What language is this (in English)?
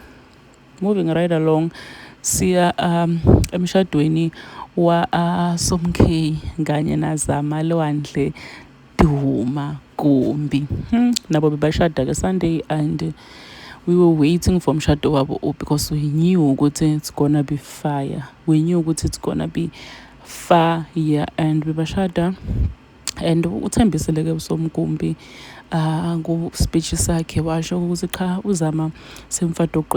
Zulu